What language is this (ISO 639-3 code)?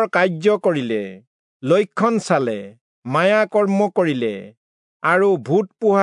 asm